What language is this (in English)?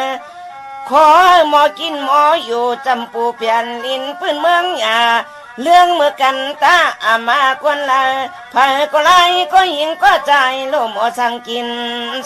Shan